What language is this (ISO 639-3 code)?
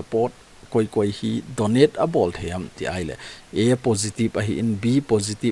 tcz